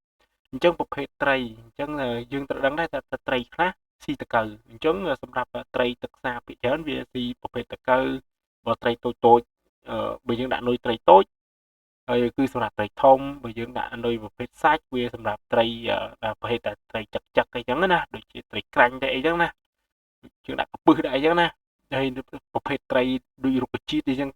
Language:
Khmer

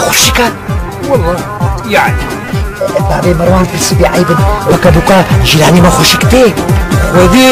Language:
Kurdish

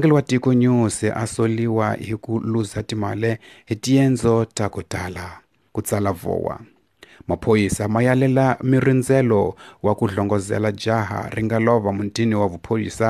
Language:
Tsonga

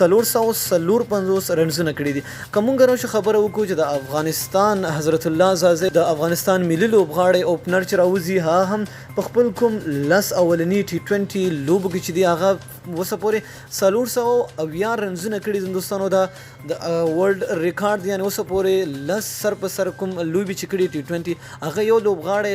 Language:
Pashto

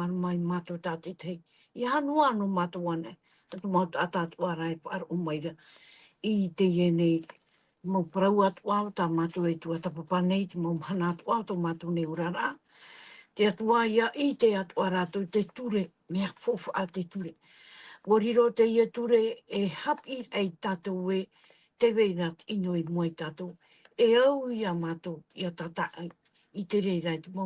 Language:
Tahitian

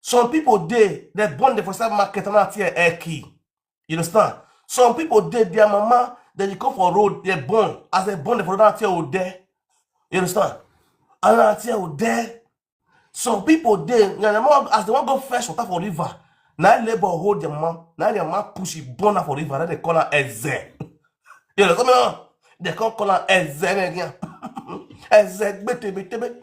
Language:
Nigerian Pidgin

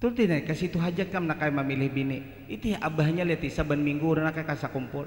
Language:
Banjar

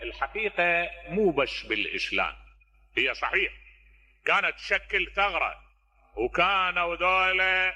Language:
Mesopotamian Arabic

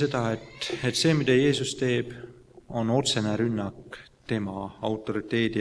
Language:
Estonian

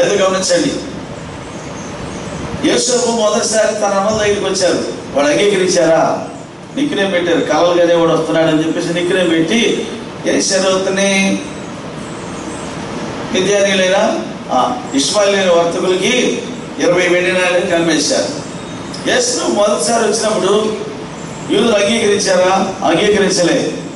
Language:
Telugu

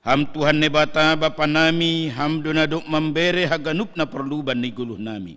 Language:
Batak Simalungun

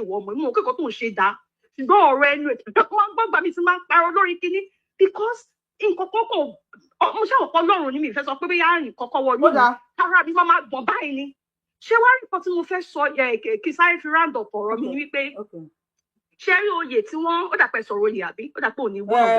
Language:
Yoruba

